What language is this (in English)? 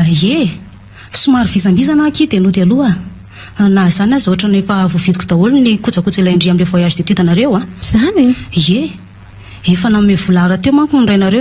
Malagasy